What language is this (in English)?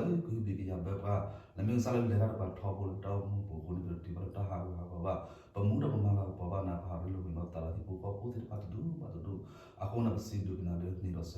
S'gaw Karen